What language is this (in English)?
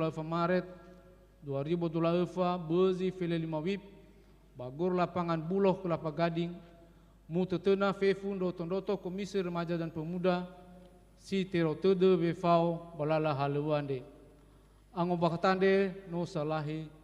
Nias